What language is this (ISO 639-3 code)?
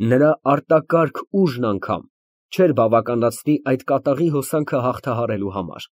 hye